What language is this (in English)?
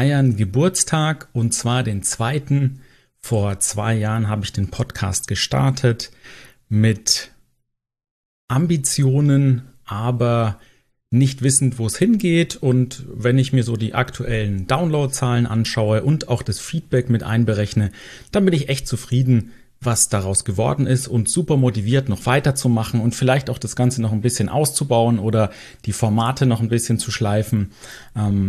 German